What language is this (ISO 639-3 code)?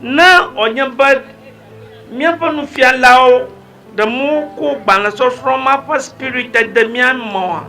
ewe